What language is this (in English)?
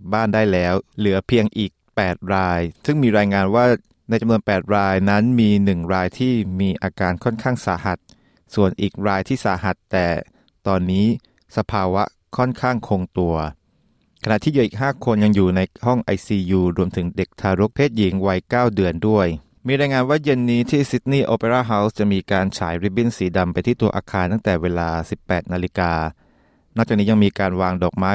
Thai